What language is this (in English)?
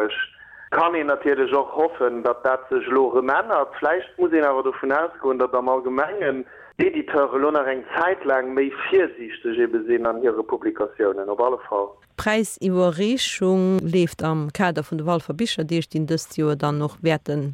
Luxembourgish